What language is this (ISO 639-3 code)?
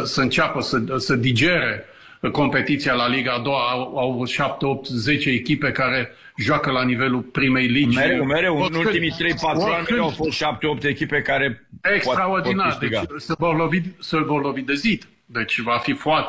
ron